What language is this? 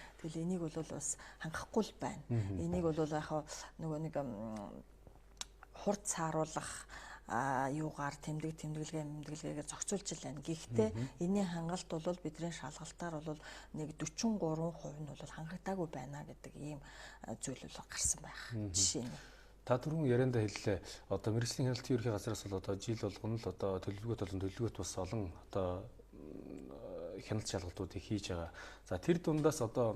Mongolian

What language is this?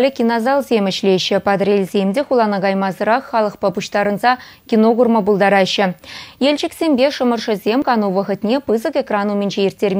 Chuvash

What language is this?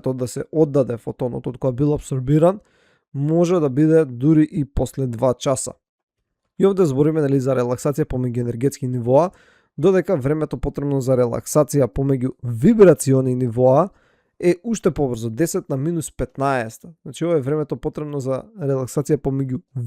Macedonian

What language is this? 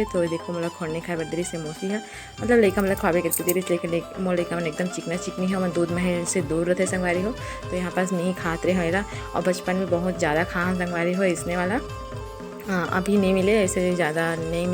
Chhattisgarhi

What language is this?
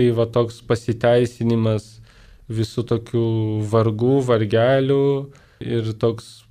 Lithuanian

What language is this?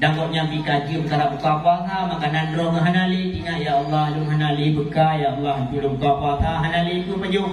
Achinese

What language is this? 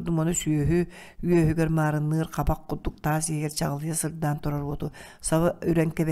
Yakut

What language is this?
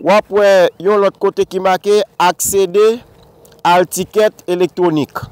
Haitian Creole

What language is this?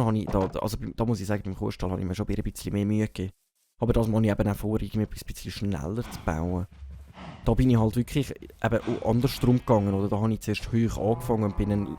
Swiss German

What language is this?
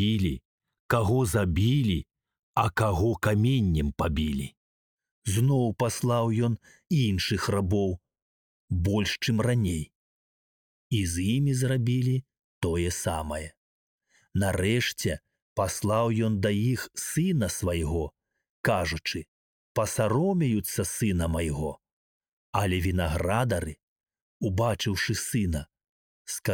Belarusian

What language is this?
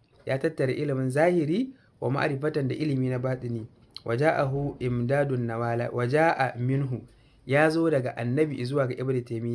Hausa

